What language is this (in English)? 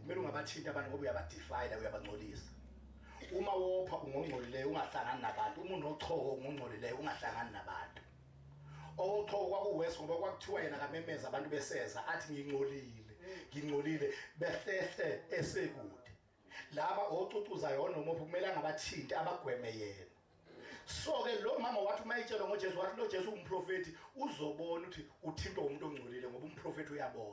Zulu